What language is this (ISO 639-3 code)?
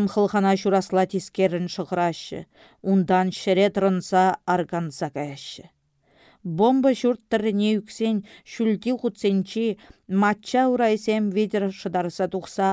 chv